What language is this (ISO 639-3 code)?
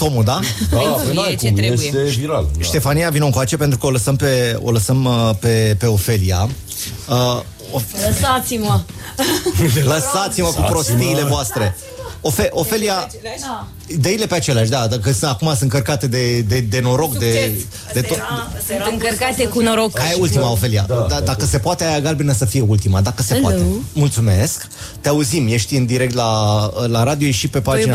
ron